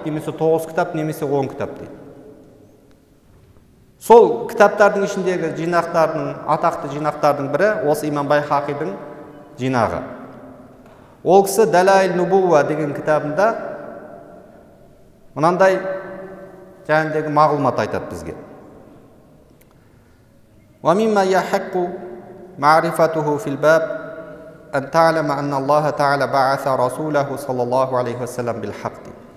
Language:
Kazakh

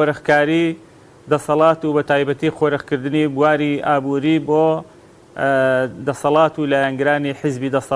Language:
Central Kurdish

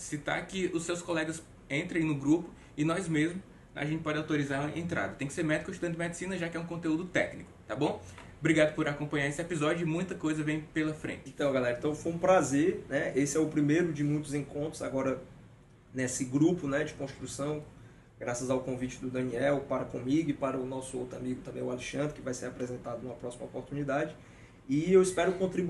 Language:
Portuguese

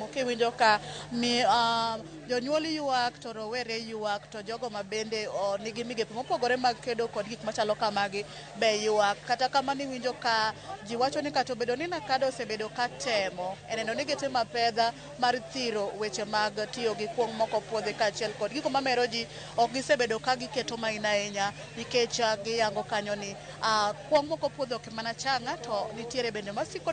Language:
Luo (Kenya and Tanzania)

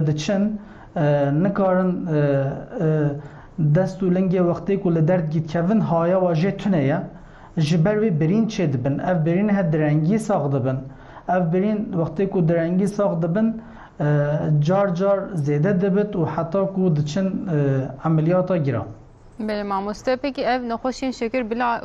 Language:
Kurdish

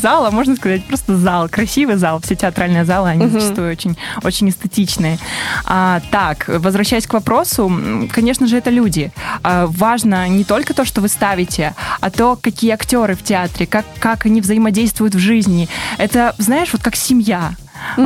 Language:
Russian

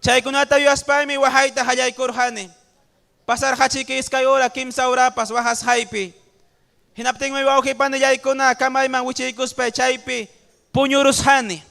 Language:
Ayacucho Quechua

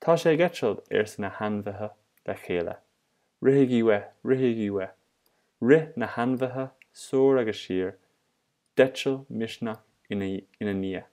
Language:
Irish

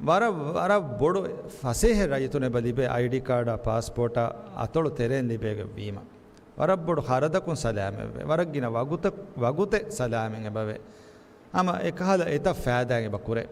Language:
Divehi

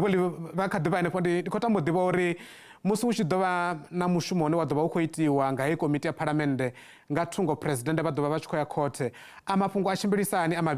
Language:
Venda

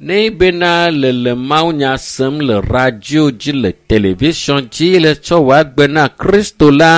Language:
Ewe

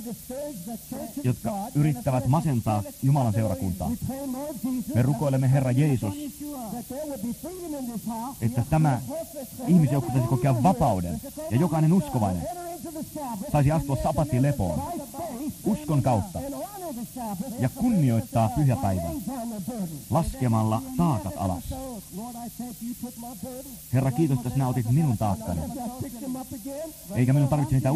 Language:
Finnish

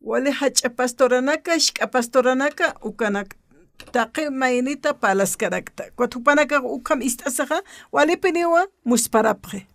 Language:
Aymara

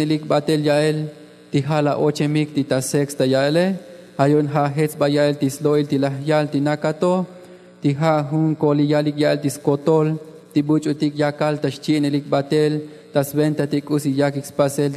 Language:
Tzotzil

